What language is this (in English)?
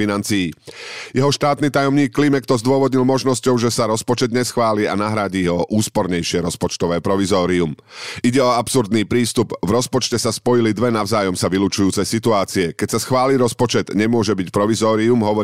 Slovak